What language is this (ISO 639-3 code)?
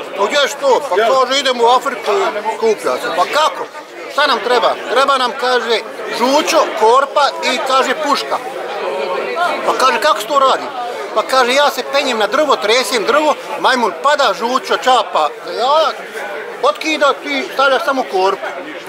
bos